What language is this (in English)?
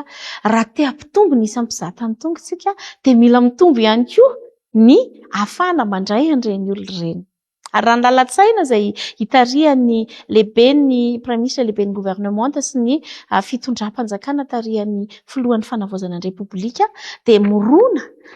Malagasy